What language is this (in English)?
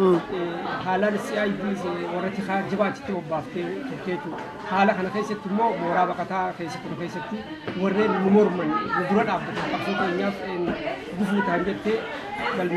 Oromo